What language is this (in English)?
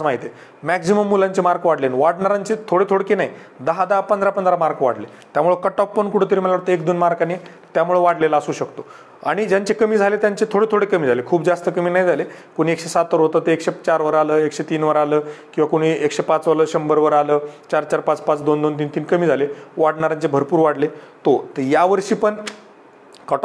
Marathi